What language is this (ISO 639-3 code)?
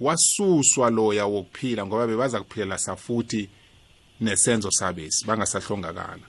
nbl